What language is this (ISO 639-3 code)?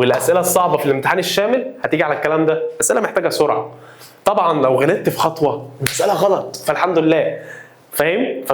arz